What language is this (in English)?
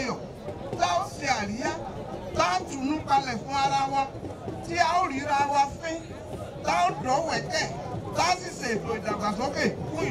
Yoruba